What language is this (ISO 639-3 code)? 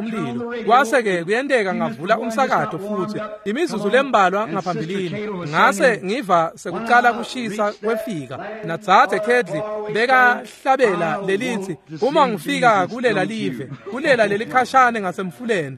ssw